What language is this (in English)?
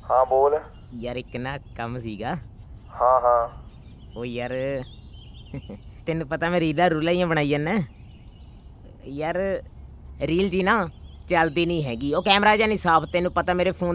Punjabi